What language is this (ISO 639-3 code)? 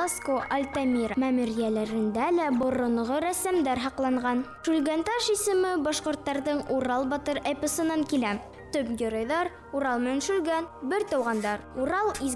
bak